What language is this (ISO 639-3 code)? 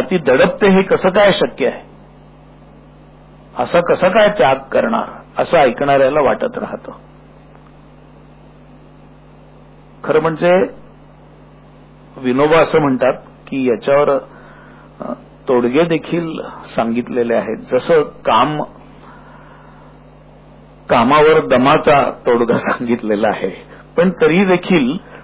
mar